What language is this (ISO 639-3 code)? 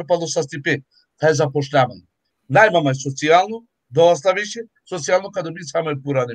rmn